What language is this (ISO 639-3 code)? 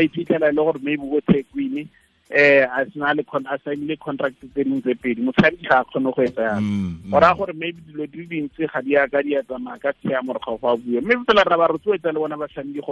tsn